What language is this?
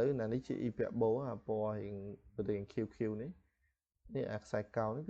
Khmer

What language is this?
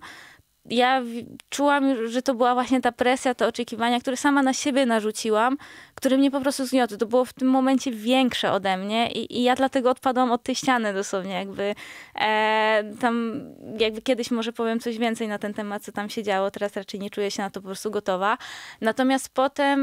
Polish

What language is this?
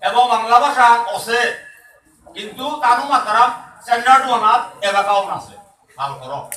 Bishnupriya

